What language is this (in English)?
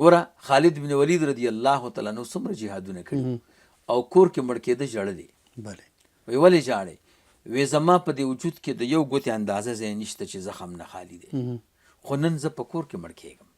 Pashto